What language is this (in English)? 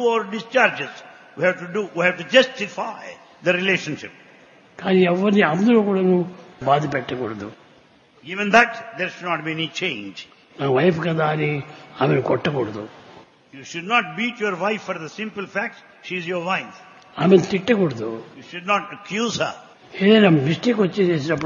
Telugu